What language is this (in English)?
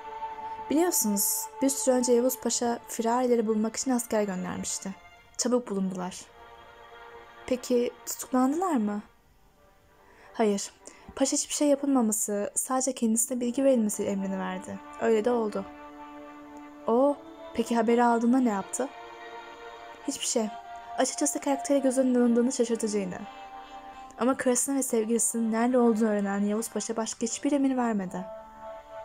Turkish